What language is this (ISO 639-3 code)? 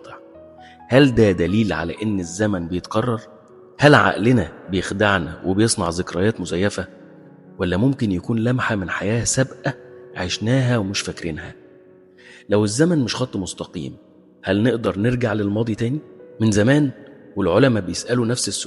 arz